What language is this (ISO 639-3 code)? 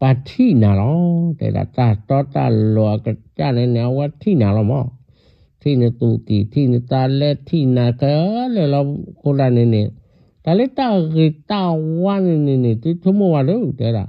ksw